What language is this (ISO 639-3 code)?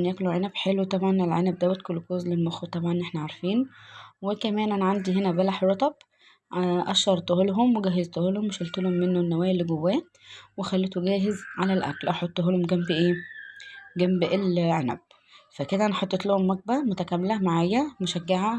arz